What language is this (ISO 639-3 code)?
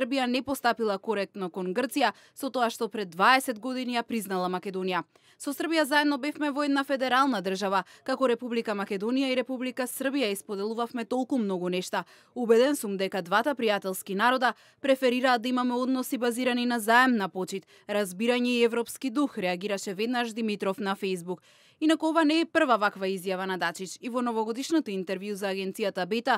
mkd